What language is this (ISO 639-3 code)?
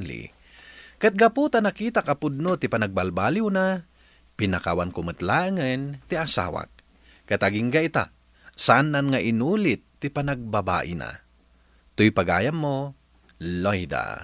ilo